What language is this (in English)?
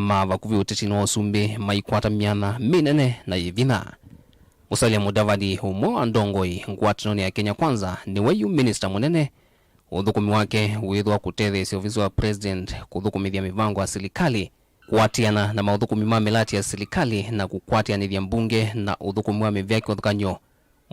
Kamba